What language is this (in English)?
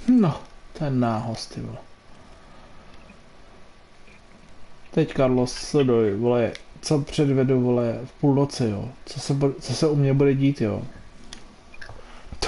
Czech